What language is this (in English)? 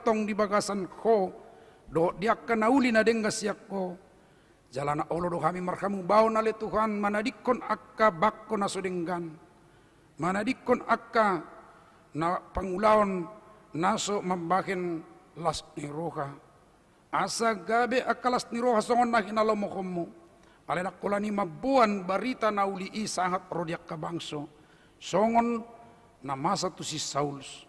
Batak Toba